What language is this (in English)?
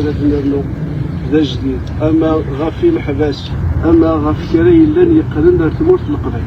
Kabyle